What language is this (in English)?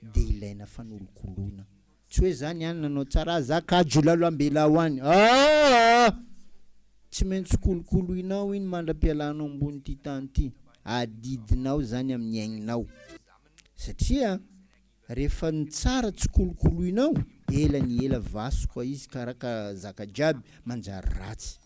Malagasy